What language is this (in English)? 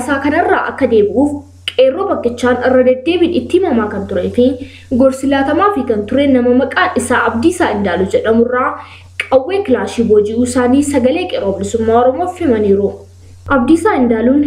Oromo